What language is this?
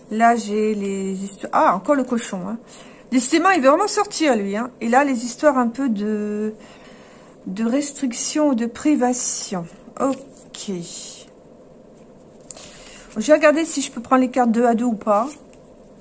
French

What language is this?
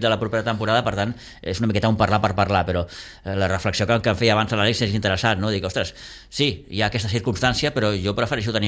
Catalan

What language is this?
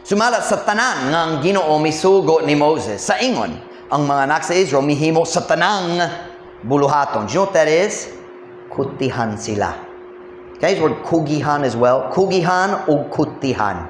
Cebuano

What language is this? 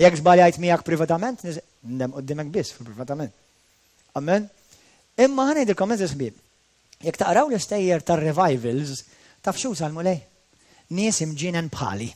Maltese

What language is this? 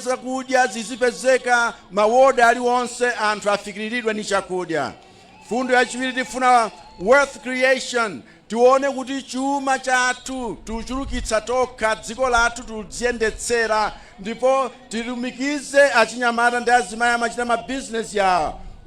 Nyanja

